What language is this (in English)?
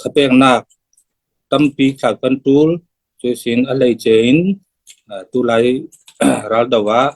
Falam Chin